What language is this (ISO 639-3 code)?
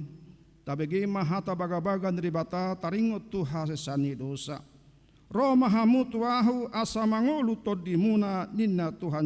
bbc